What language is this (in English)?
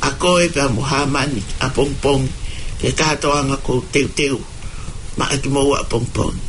Tongan